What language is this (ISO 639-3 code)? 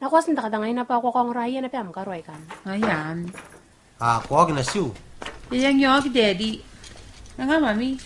gil